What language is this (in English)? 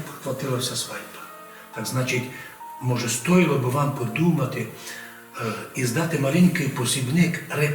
Rusyn